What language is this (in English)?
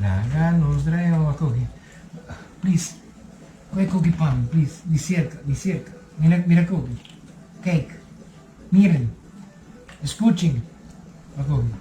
Papiamento